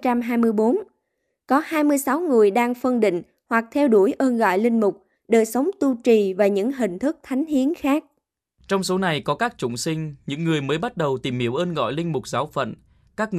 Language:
Vietnamese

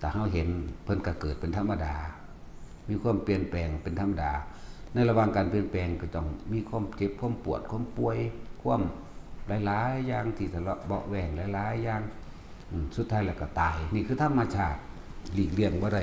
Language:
Northeastern Thai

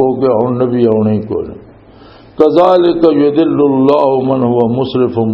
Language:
Western Panjabi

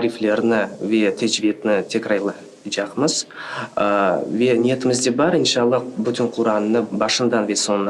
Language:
Crimean Tatar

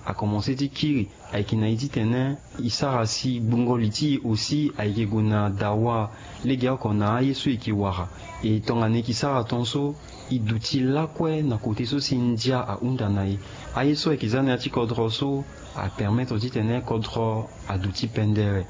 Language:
Sango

